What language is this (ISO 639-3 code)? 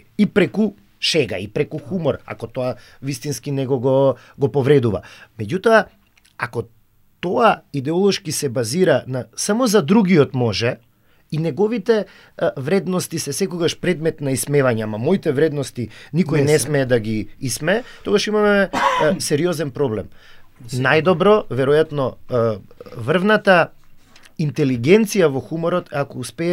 mkd